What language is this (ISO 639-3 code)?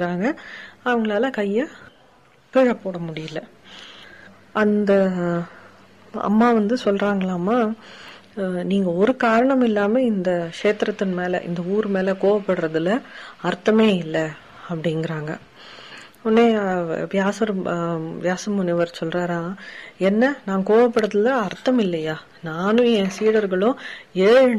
tam